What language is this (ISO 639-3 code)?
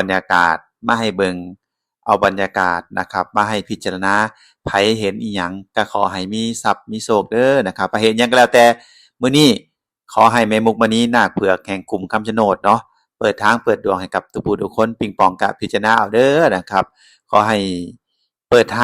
tts